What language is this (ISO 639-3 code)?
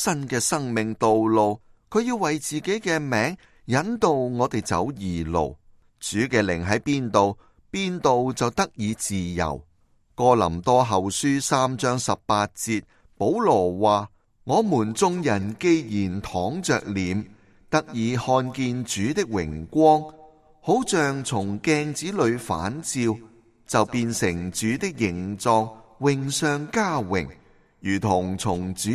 yue